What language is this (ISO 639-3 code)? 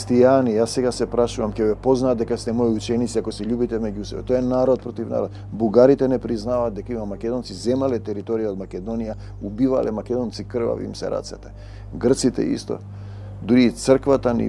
mkd